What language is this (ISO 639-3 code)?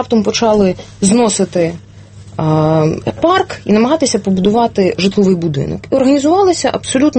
ukr